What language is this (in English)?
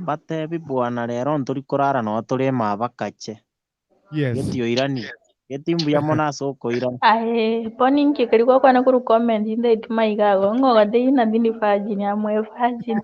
Gusii